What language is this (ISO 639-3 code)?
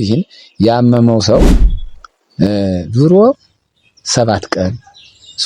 amh